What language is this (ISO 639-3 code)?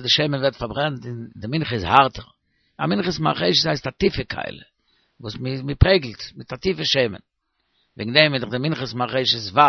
yid